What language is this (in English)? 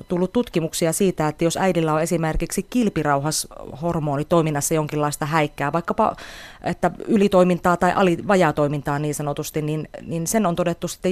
Finnish